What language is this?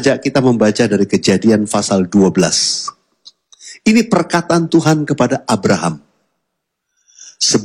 Indonesian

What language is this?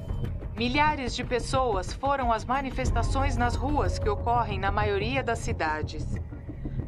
Portuguese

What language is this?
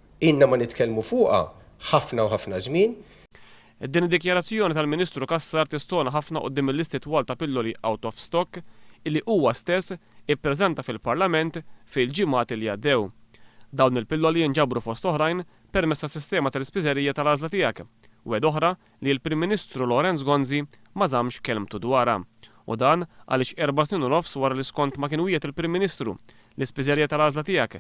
Maltese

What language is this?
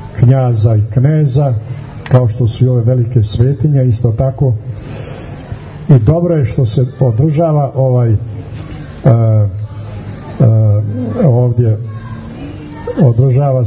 Serbian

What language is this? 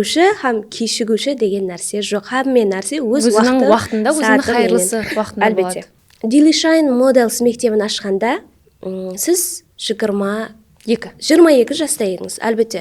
Kara-Kalpak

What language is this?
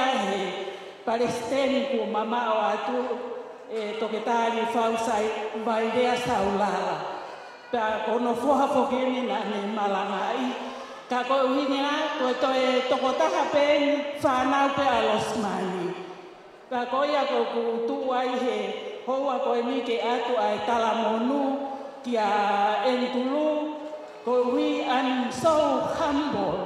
Tongan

